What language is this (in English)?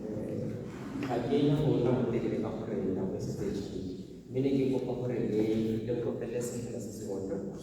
Tswana